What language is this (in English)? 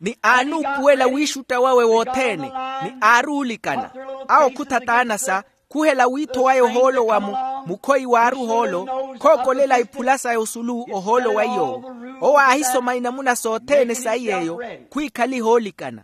Makhuwa